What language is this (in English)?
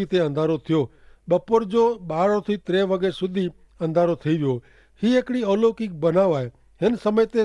Kachhi